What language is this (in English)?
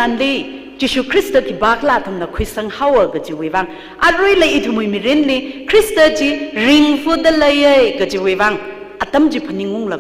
Tangkhul Naga (India)